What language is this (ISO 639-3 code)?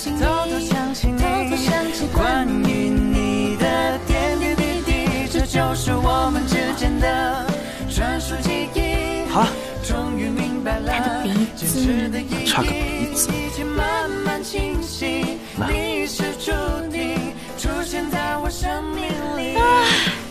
zho